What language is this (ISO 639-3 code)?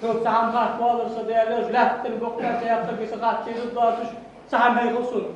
inh